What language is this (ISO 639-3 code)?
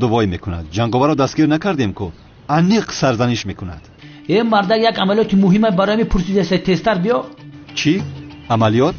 tgk